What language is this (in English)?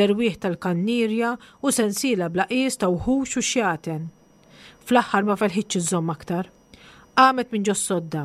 Maltese